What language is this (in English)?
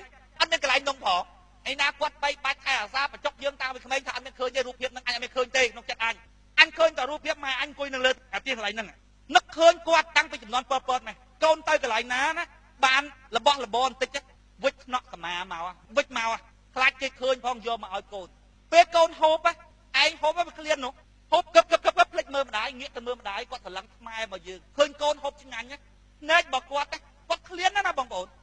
Khmer